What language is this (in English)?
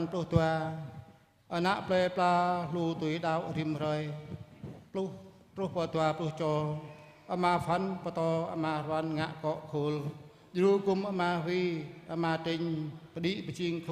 Jarai